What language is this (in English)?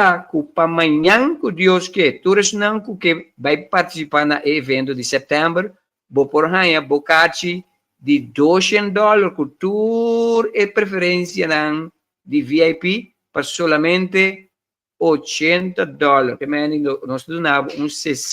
Papiamento